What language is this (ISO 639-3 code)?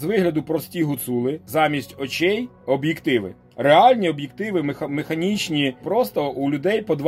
ukr